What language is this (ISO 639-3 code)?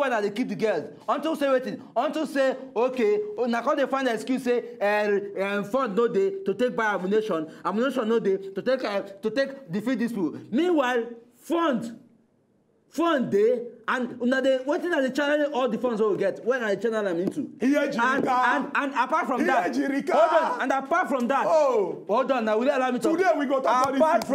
pcm